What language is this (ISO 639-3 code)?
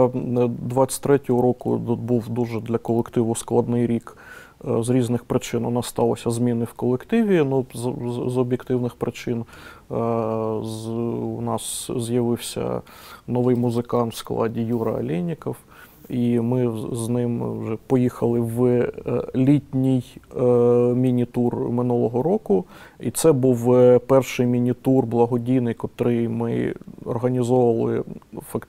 ukr